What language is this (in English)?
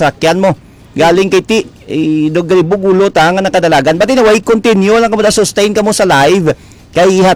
Hiligaynon